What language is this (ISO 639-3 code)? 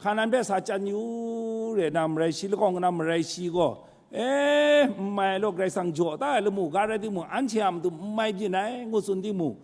kac